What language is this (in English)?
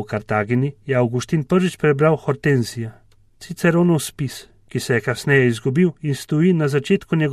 Slovenian